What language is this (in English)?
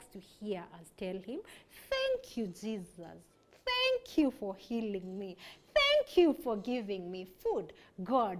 English